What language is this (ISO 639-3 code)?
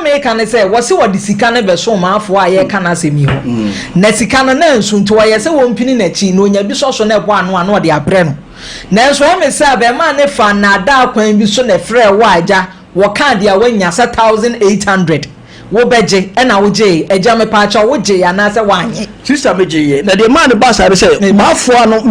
aka